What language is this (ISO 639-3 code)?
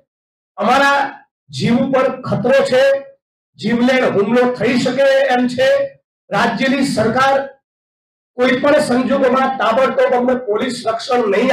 guj